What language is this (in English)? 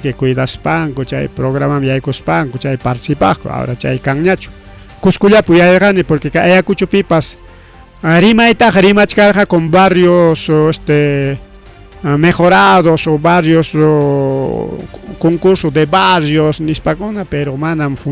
Ayacucho Quechua